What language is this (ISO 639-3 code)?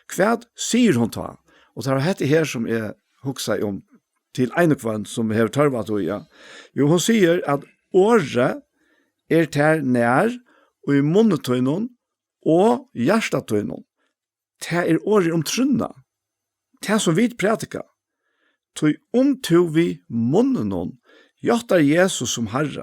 fao